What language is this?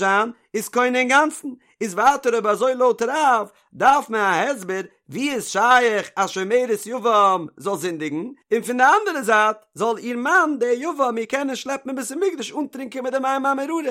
Yiddish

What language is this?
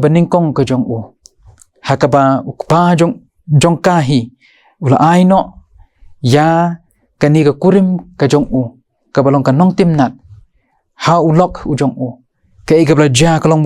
Khasi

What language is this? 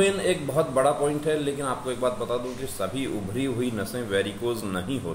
Hindi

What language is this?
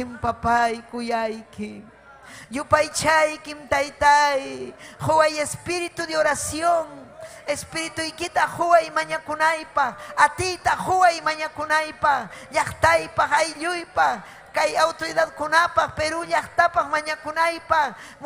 Ayacucho Quechua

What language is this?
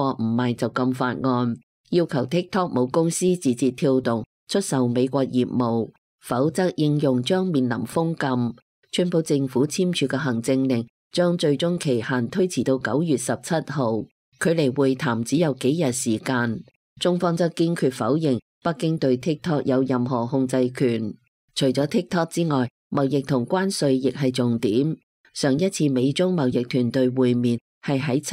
Cantonese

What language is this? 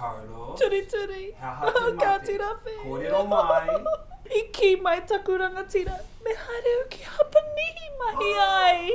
Māori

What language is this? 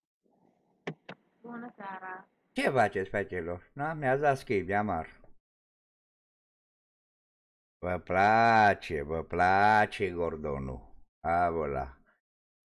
Romanian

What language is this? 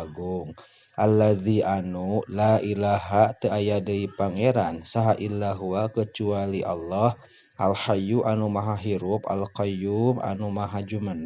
Sundanese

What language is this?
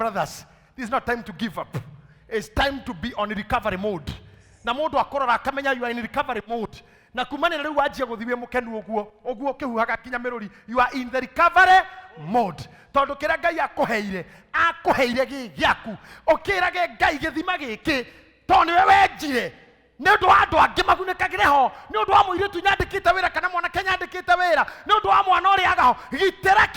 Kikuyu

